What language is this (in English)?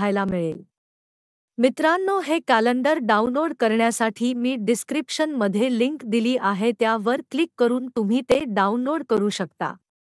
Marathi